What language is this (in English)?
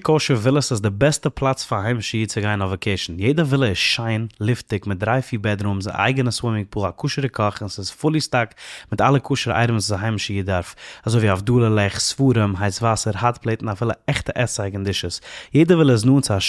Yiddish